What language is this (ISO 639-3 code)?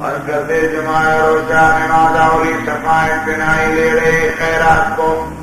bal